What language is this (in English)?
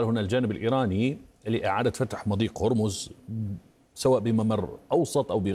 Arabic